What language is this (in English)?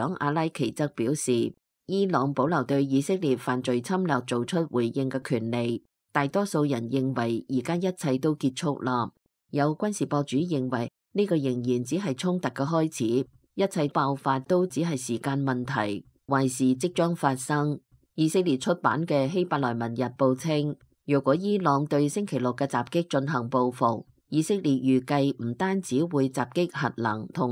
Cantonese